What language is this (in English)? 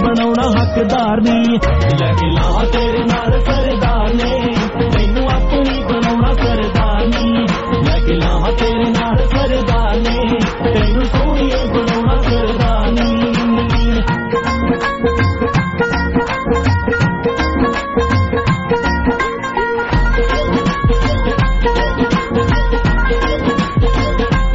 Punjabi